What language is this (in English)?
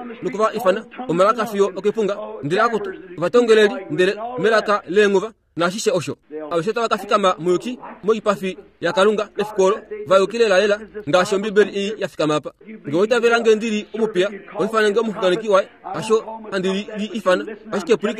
Kuanyama